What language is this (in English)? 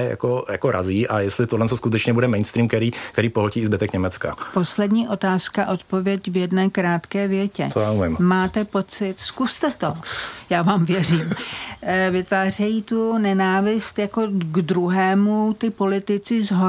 Czech